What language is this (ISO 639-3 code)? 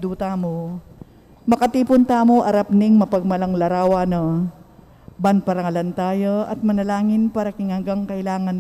pam